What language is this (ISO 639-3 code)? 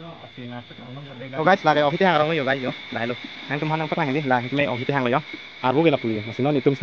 mjw